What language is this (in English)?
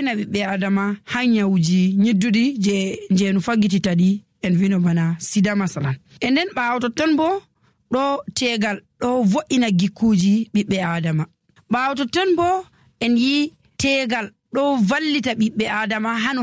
Nigerian Fulfulde